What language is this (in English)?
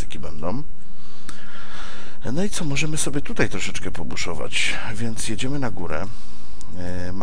Polish